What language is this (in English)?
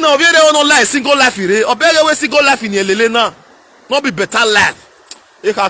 Nigerian Pidgin